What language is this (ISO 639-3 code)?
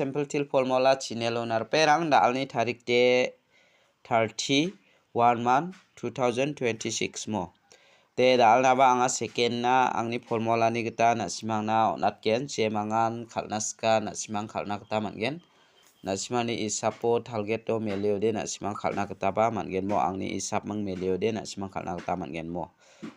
grt